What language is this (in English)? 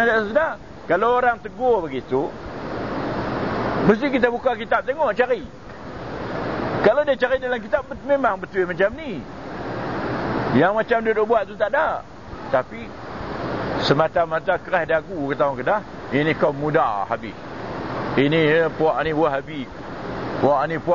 Malay